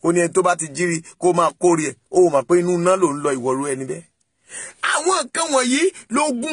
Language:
Yoruba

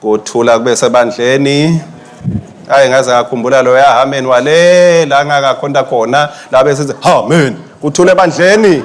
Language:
Swati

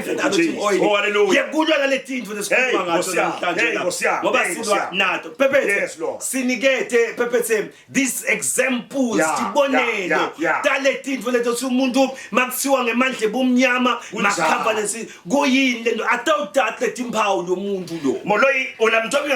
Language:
Zulu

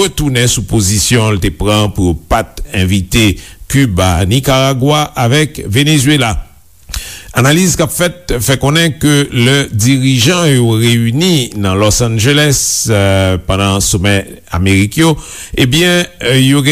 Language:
Haitian Creole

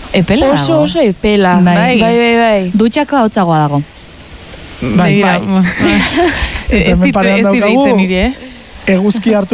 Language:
Basque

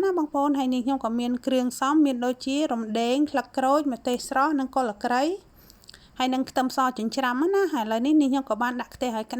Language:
Khmer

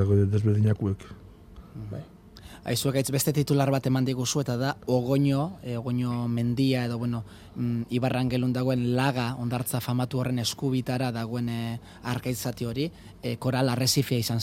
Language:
Basque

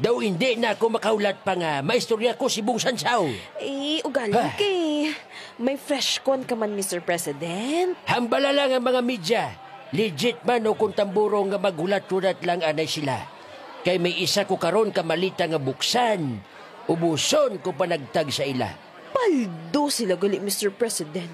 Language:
Hiligaynon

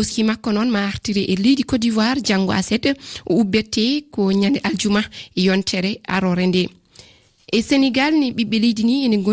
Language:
Fula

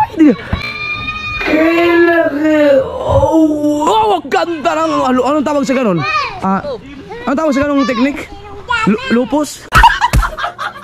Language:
Filipino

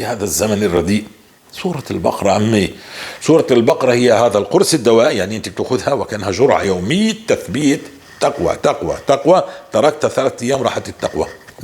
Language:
North Levantine Arabic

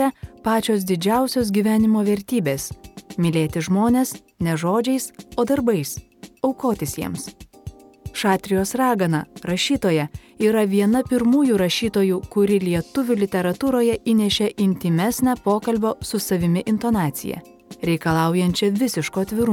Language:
Lithuanian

